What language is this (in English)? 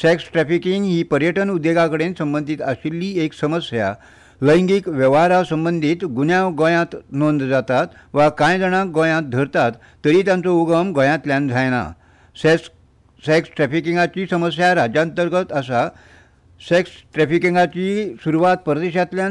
Konkani